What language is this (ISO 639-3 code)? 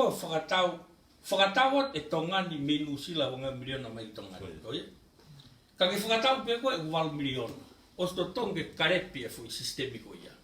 ton